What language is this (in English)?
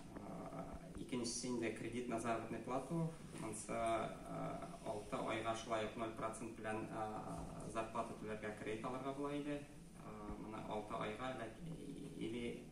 Tatar